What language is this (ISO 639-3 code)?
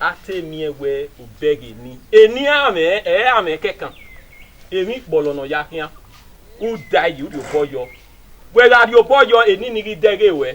bin